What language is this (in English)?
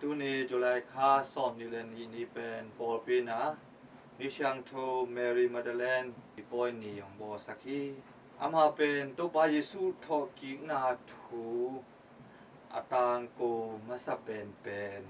Tedim Chin